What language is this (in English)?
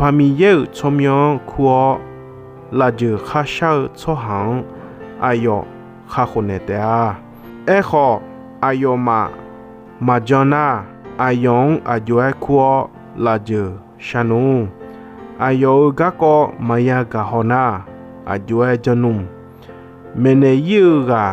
Akha